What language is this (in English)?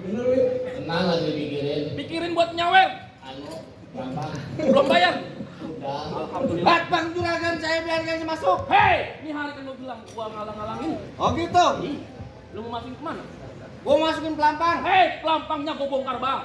Betawi